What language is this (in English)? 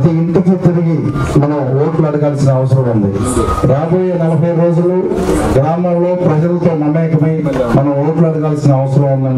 Telugu